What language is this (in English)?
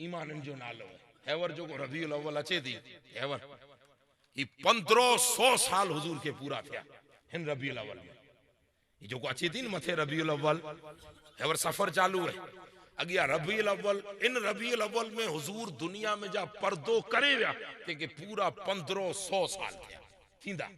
Kachhi